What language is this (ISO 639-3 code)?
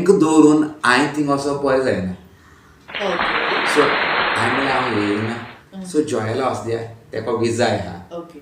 kok